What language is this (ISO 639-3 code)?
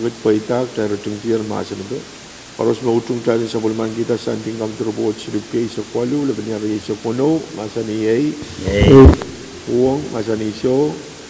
pon